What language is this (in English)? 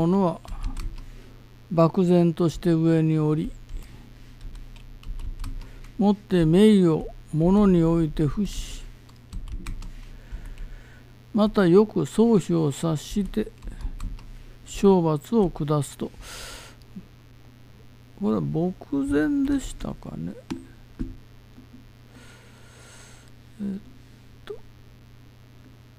Japanese